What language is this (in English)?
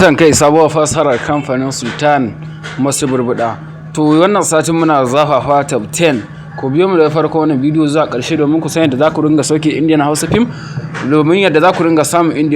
Hausa